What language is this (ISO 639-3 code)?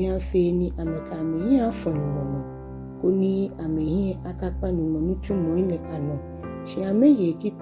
gaa